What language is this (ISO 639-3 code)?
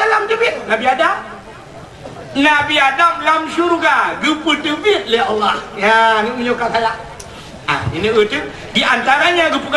ace